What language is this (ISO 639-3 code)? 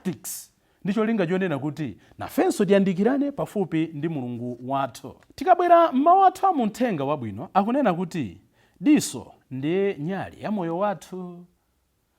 nya